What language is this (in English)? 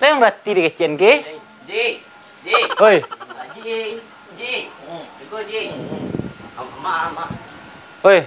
Minangkabau